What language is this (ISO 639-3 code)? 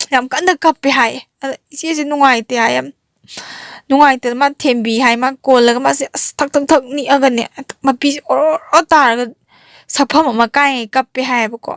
mni